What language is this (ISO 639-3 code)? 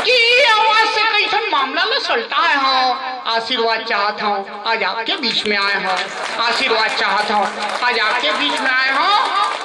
hne